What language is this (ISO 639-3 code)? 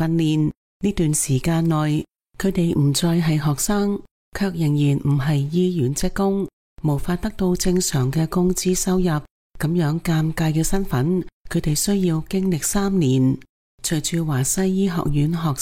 yue